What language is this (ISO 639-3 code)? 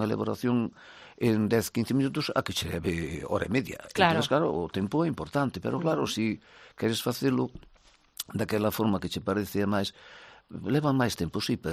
glg